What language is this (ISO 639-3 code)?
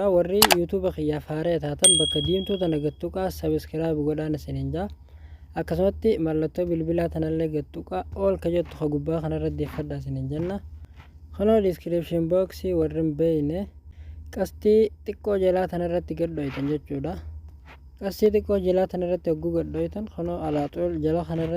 orm